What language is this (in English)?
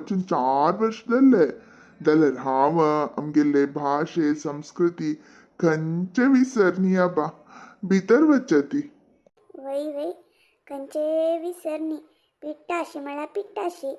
Konkani